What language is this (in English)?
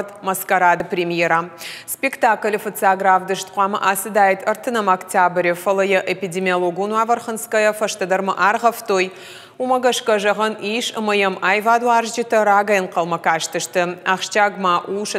Ossetic